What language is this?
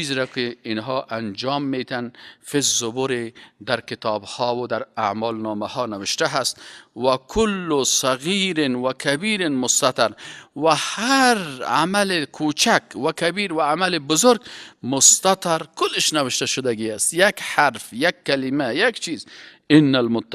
Persian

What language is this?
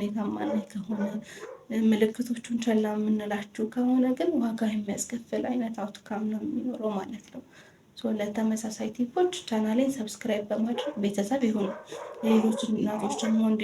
Amharic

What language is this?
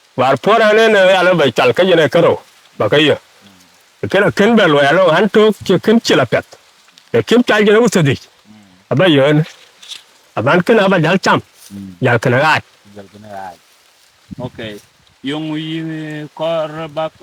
Dinka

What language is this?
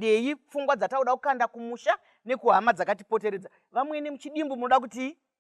Shona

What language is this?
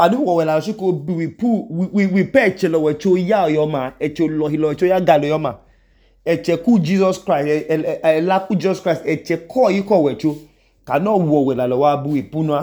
Idoma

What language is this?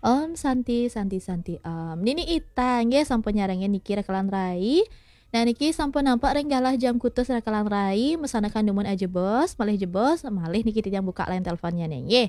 Balinese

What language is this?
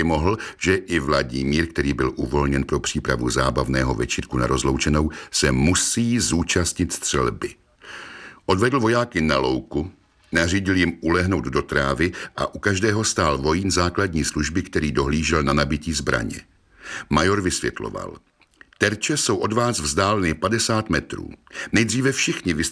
Czech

